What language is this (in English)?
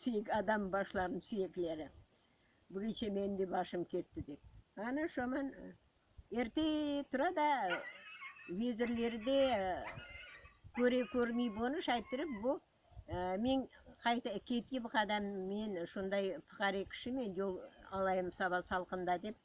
Crimean Tatar